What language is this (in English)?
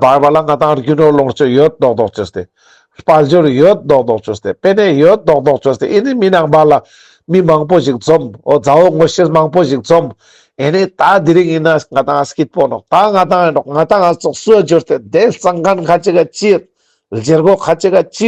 Ladakhi